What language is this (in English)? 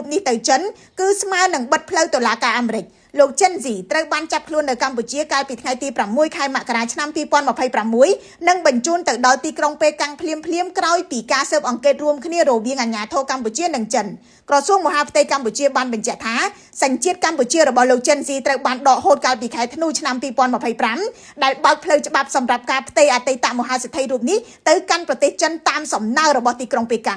Khmer